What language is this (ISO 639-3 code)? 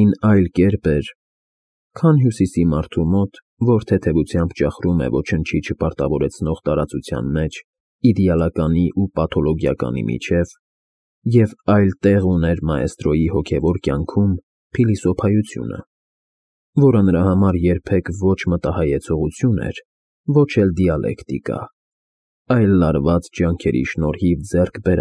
hye